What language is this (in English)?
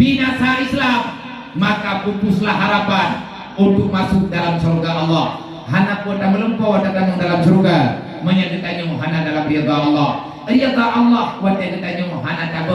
Achinese